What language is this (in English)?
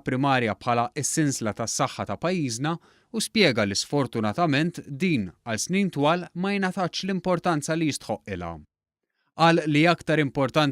Maltese